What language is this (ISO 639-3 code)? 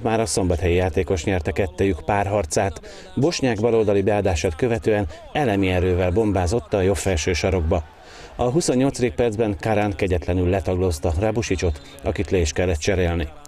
hun